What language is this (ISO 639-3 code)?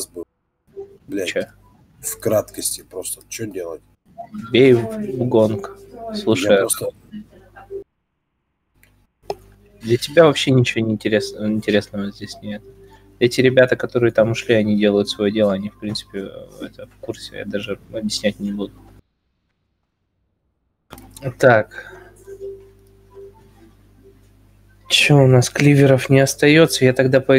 rus